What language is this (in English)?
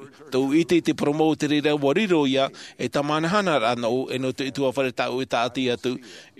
Tahitian